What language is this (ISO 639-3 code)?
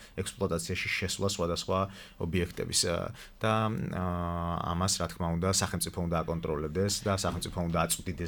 kat